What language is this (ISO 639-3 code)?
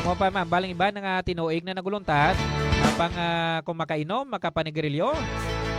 hil